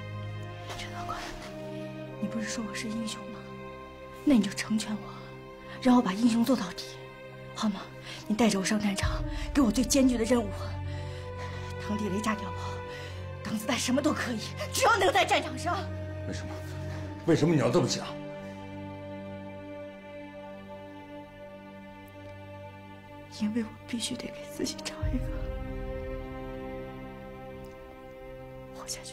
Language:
Chinese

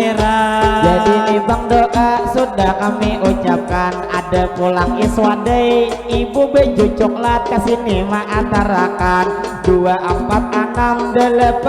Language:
Banjar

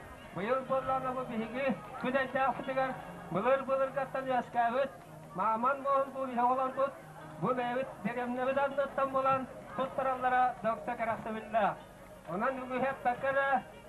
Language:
Yakut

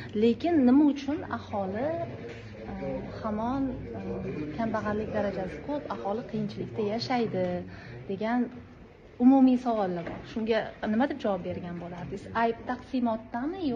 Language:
Uzbek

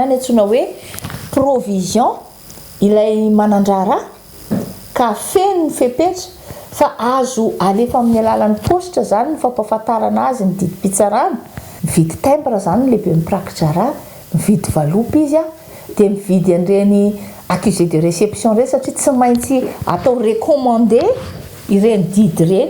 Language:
Malagasy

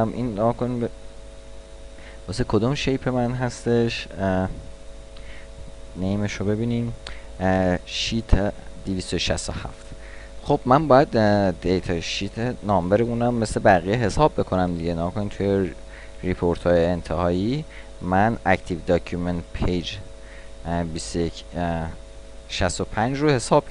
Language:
Persian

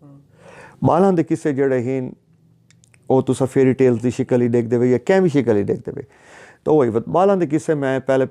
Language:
Saraiki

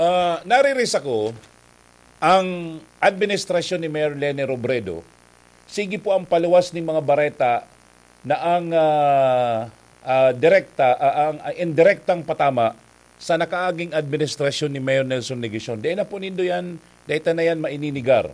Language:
Bikol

